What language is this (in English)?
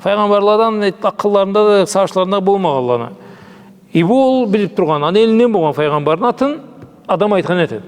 Karachay-Balkar